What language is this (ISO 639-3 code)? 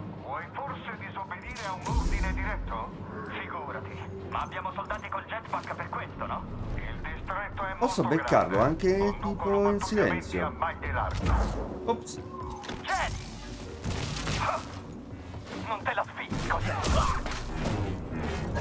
ita